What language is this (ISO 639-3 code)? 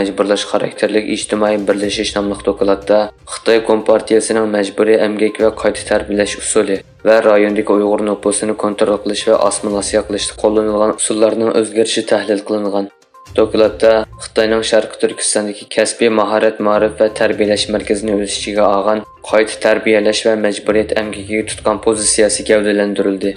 uig